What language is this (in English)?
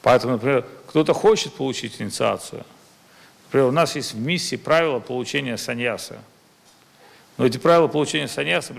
Russian